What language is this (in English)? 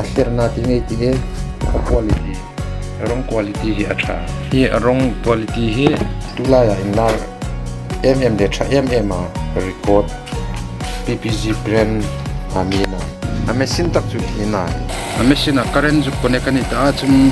Hmar